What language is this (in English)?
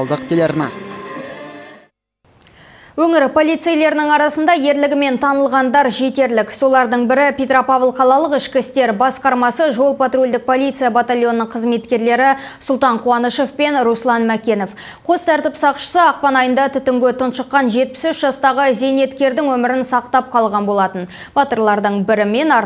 Kazakh